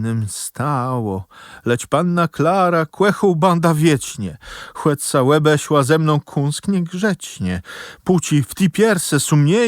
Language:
Kashubian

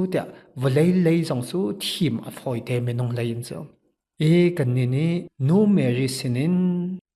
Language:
Hakha Chin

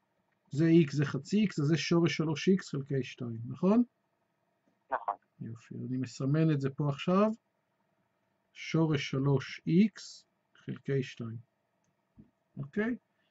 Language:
Hebrew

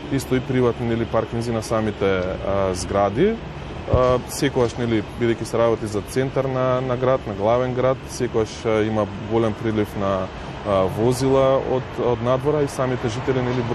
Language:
Macedonian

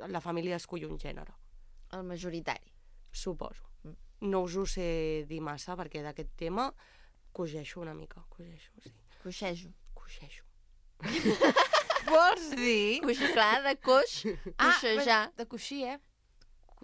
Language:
Catalan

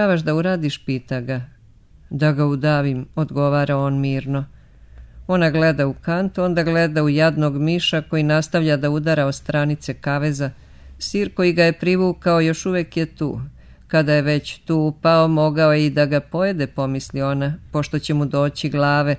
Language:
Serbian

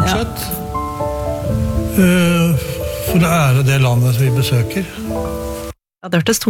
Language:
Norwegian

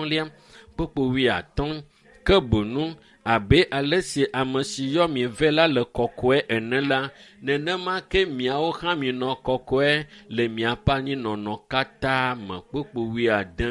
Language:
Ewe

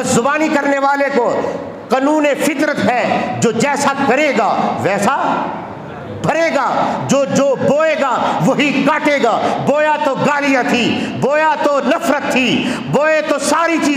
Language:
Urdu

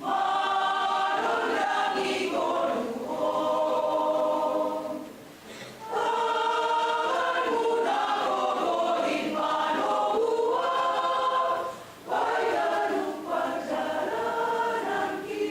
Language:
Batak Simalungun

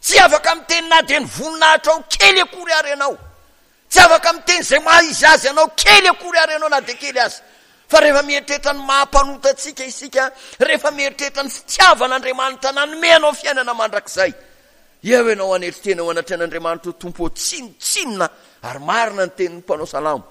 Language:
Malagasy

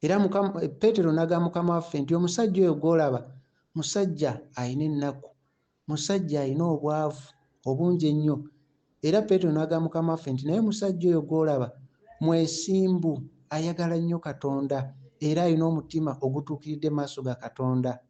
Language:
Ganda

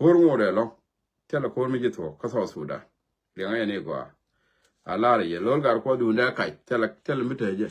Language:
Nuer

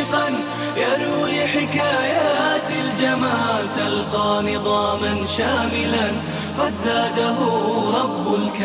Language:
Chechen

